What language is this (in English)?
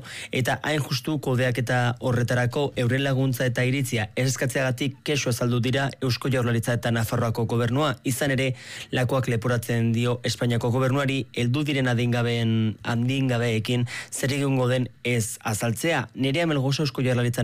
Basque